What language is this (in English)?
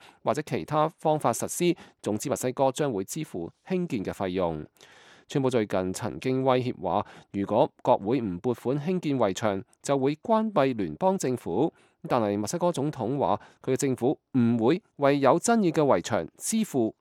Cantonese